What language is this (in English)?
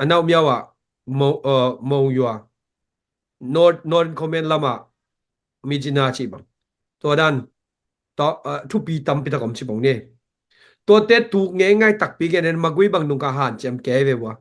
Tedim Chin